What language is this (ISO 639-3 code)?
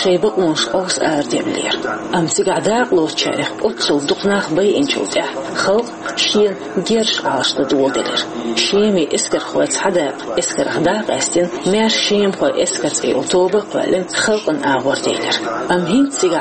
che